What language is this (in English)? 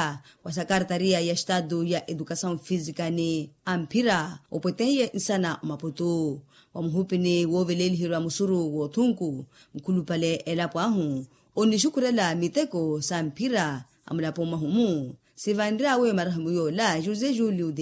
Makhuwa